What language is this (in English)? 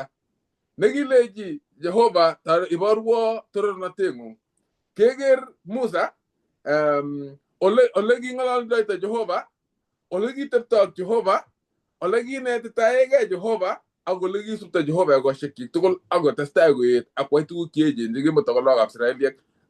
Kalenjin